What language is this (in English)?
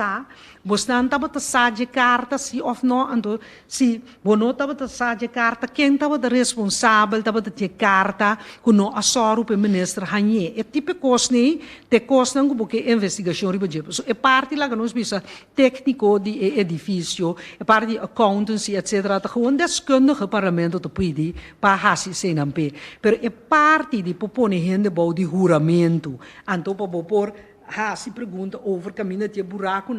Papiamento